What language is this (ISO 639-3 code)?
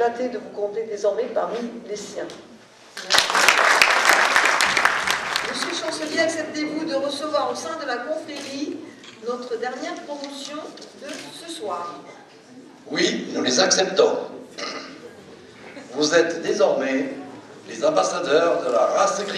fra